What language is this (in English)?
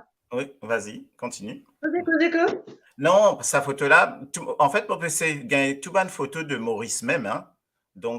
Morisyen